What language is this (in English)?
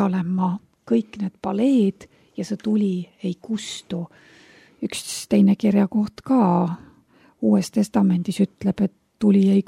Estonian